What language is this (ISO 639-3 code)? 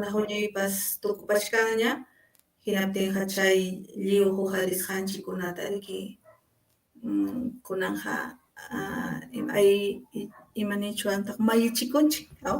quy